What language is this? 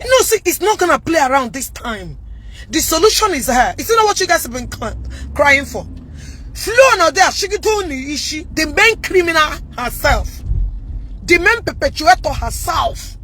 Igbo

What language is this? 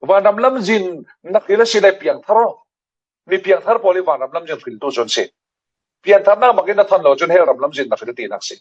Falam Chin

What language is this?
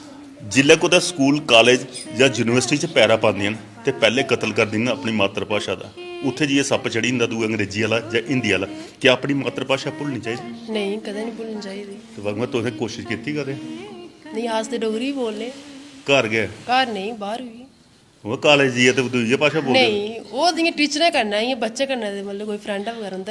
Dogri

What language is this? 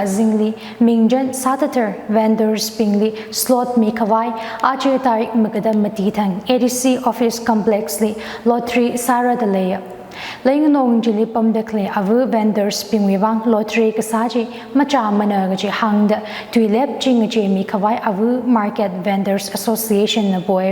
Tangkhul Naga (India)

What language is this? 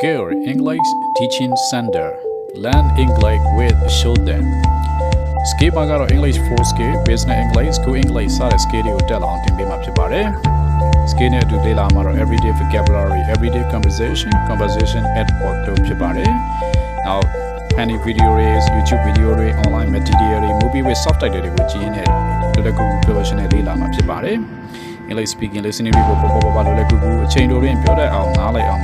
Burmese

